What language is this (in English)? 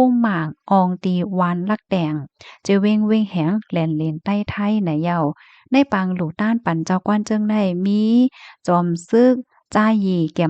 Shan